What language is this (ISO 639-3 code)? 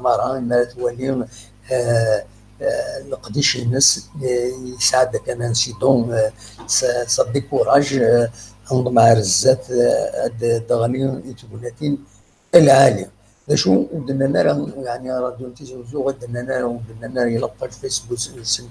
kab